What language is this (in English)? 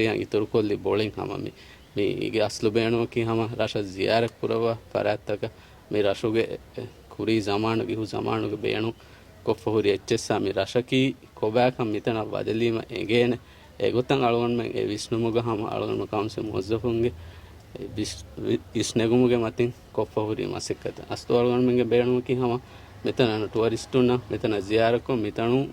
Divehi